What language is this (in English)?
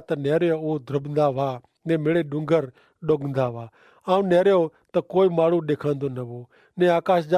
Kachhi